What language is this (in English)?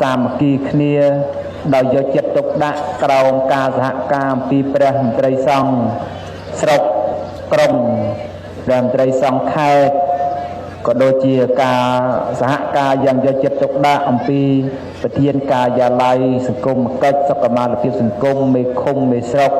Khmer